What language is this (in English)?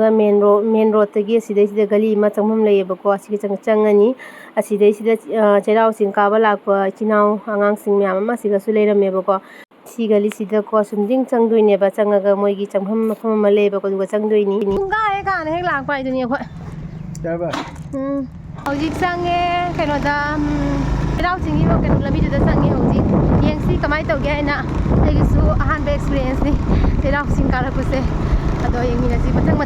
Manipuri